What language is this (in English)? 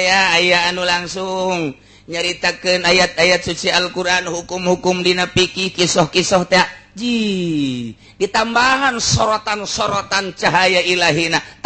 Sundanese